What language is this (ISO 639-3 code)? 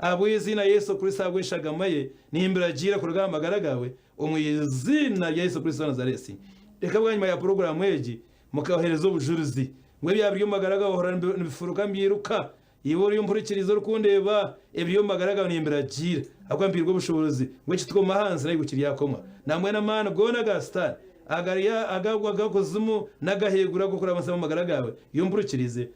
nyn